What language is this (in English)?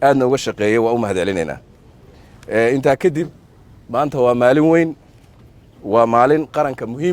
Somali